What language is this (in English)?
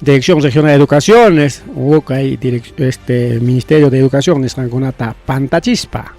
Ayacucho Quechua